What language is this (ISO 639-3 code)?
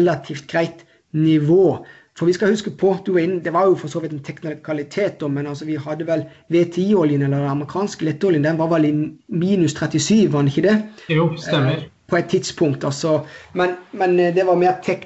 nor